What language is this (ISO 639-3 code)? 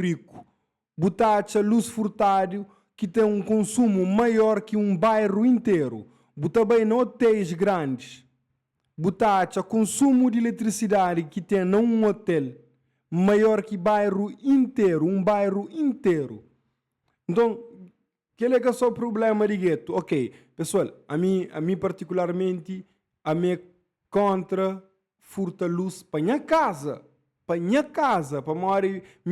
kea